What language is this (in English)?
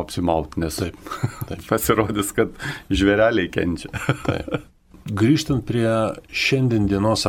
Lithuanian